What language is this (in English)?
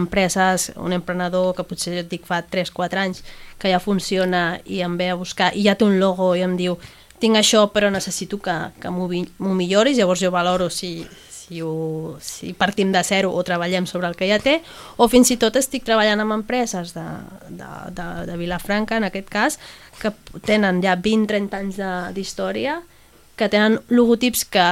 Catalan